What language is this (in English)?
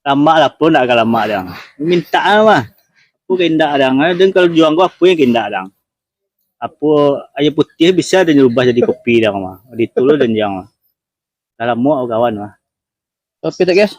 Minangkabau